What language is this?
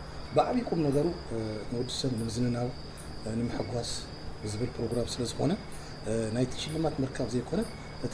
Tigrinya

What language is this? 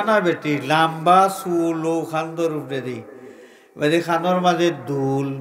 Sylheti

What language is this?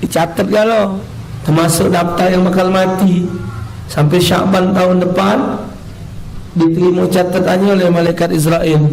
Musi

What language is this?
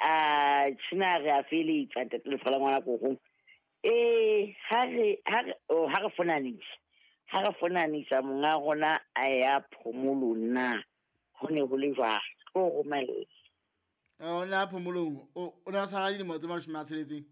Southern Sotho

